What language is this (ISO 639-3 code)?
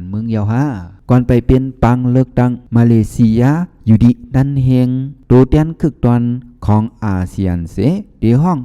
shn